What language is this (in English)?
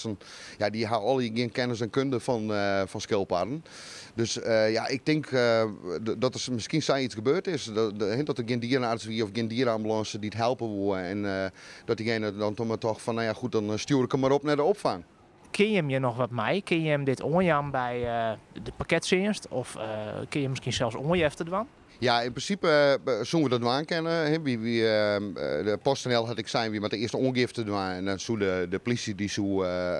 Western Frisian